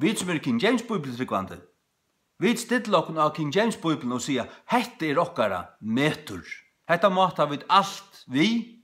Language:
Faroese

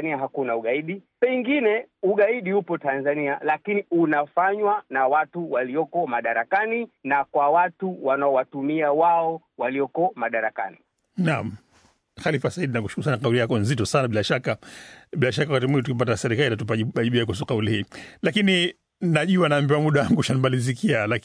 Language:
Swahili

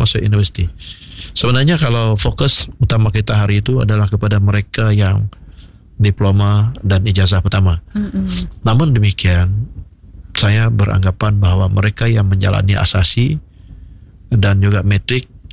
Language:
Malay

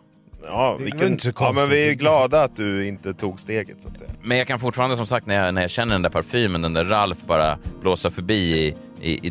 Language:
Swedish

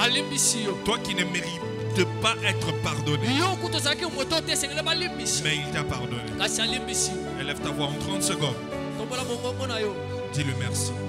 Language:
French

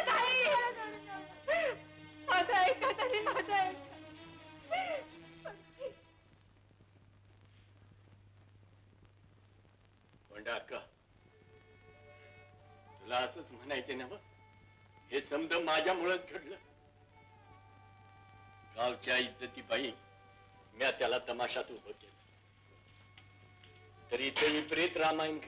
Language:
Marathi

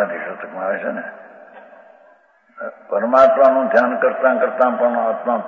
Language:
Gujarati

